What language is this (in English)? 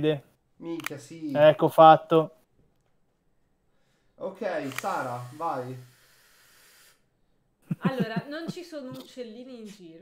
Italian